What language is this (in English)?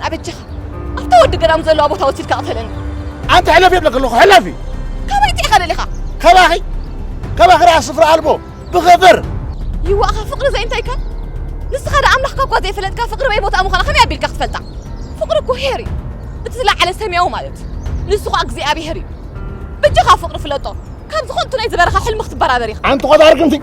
Tigrinya